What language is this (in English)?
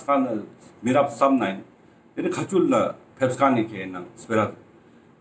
Ladakhi